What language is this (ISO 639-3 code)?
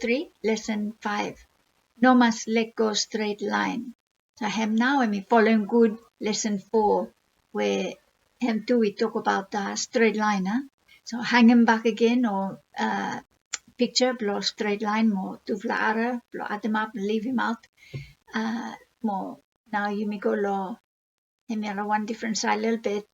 bis